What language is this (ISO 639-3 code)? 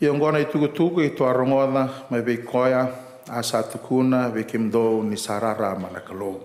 fij